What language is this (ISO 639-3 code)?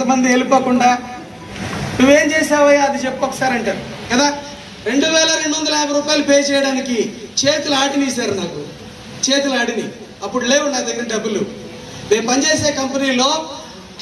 tel